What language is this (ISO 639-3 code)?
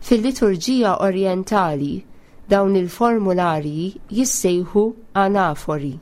mlt